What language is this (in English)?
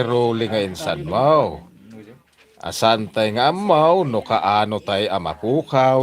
Iloko